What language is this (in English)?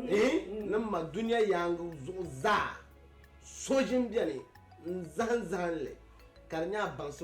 Dagbani